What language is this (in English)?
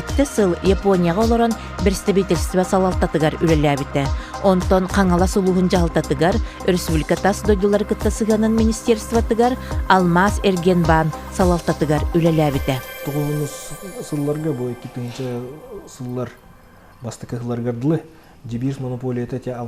Yakut